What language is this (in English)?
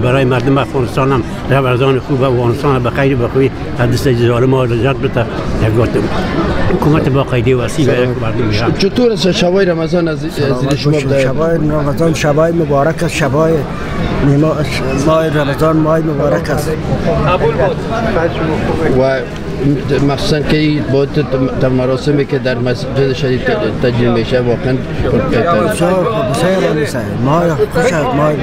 Persian